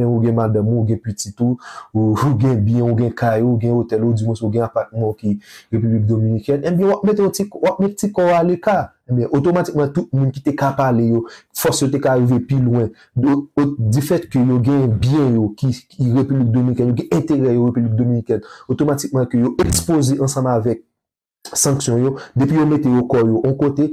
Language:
Haitian Creole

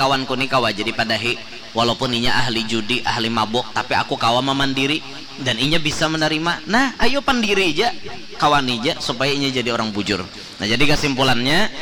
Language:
Banjar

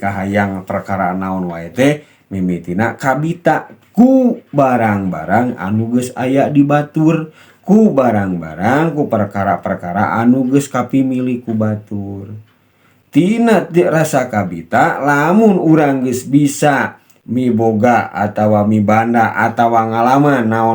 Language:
Sundanese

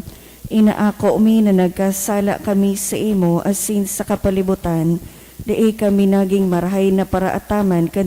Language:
Bikol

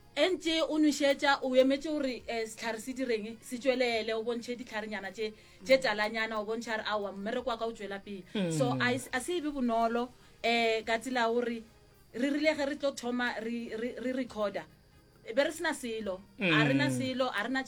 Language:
Northern Sotho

